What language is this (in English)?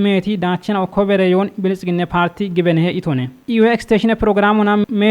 Kafa